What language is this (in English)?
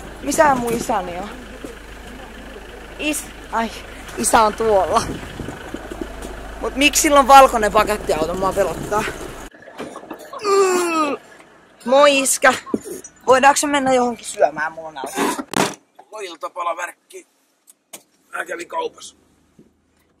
Finnish